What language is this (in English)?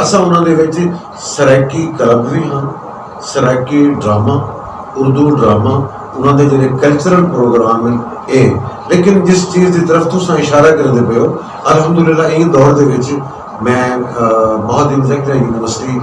Saraiki